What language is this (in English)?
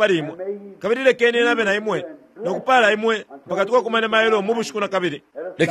Bemba